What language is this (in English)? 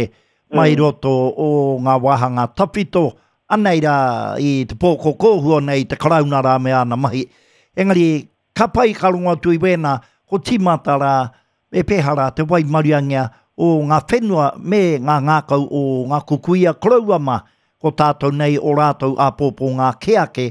Māori